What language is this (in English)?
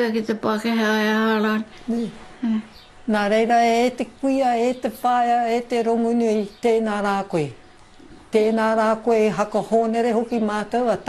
Māori